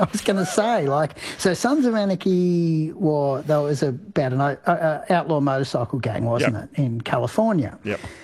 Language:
English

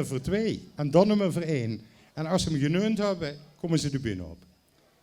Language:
Limburgish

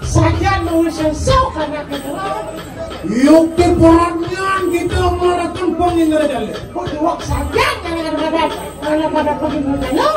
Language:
Balinese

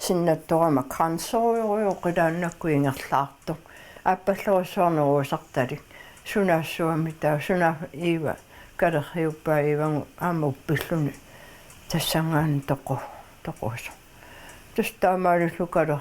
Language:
Kalaallisut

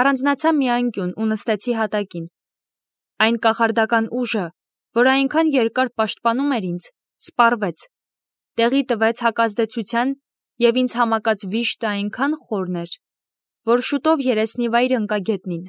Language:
Armenian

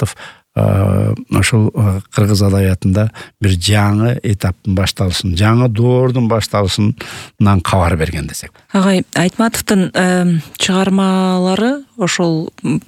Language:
Kyrgyz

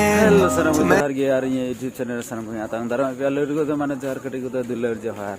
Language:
Santali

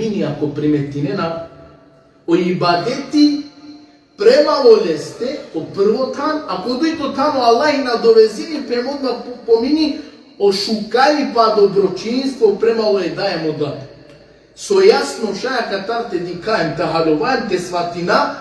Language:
Balkan Romani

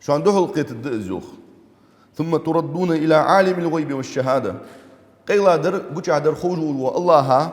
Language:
Ingush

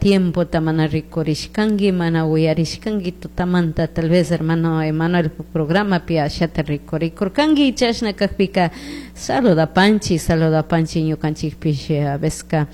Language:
Chimborazo Highland Quichua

